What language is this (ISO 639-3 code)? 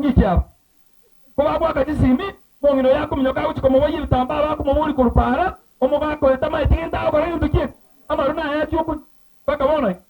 guz